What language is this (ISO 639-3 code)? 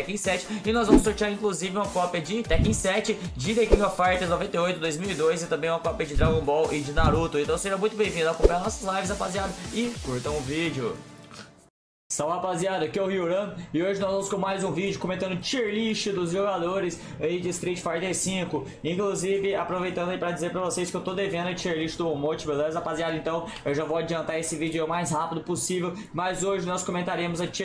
por